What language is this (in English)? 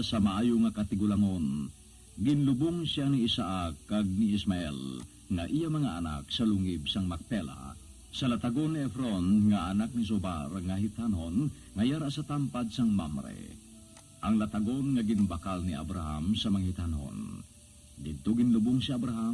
Hiligaynon